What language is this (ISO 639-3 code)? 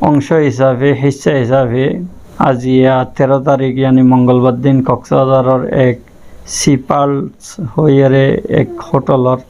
rhg